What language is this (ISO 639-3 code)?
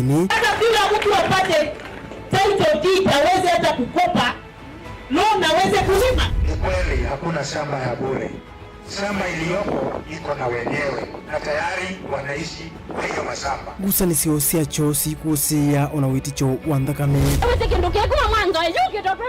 kam